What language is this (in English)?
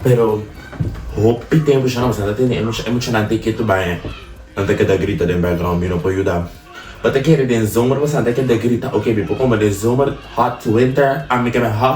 Papiamento